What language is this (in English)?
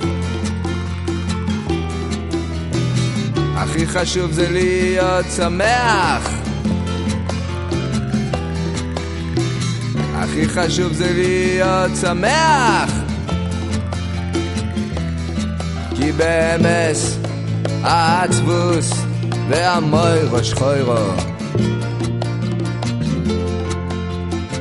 Hebrew